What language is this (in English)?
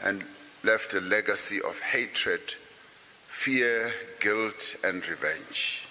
English